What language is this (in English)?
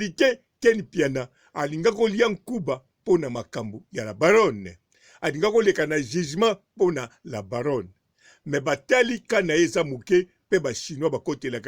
Lingala